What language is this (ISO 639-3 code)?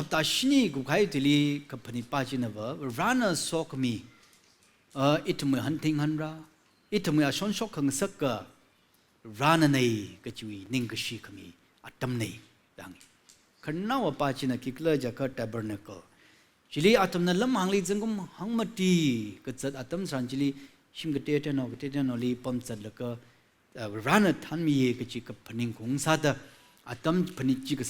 nmf